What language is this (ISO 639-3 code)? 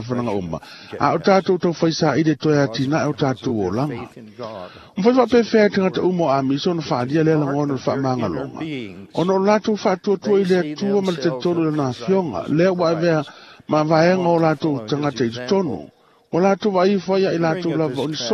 smo